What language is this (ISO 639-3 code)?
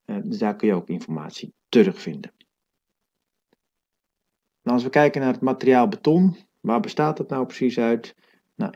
nld